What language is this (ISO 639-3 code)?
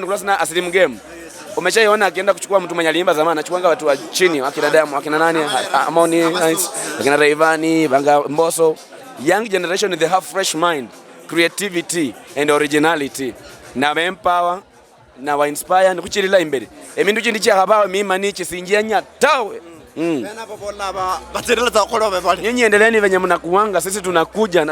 luy